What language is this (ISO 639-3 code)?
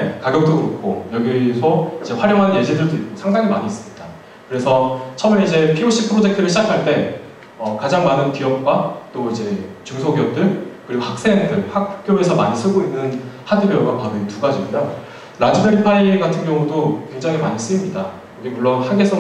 kor